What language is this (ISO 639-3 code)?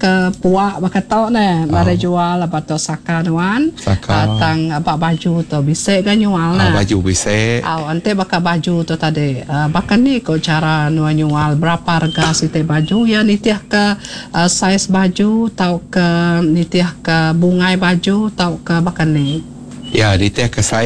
iba